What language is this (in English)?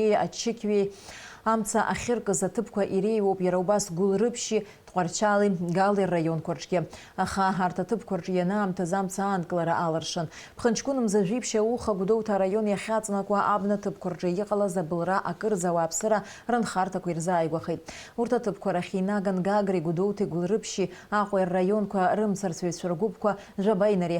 Abkhazian